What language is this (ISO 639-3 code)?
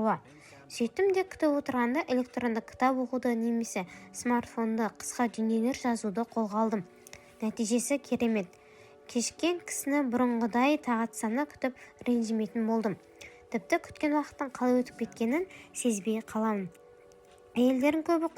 kaz